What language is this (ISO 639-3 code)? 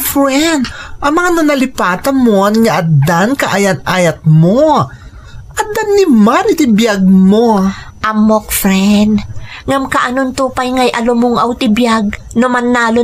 ilo